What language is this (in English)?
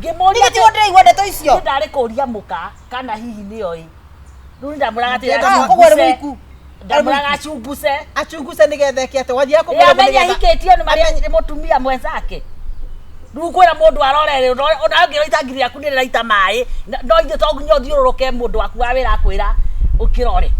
Kikuyu